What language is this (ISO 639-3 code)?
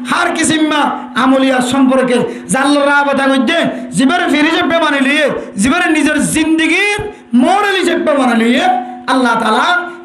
rhg